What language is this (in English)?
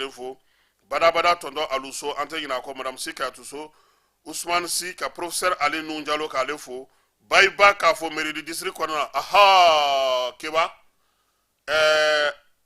Bambara